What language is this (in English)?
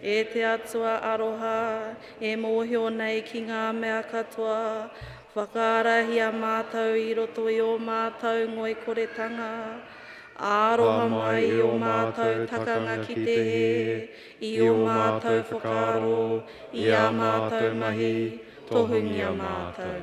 Māori